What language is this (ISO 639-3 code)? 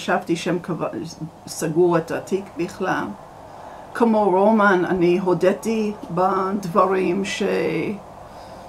heb